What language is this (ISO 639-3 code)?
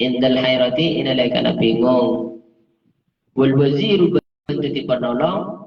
mad